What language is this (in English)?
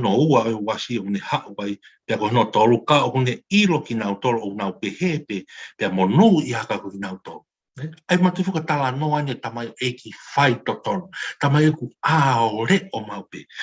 Tongan